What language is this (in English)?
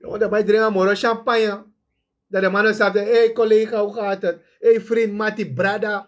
Sranan Tongo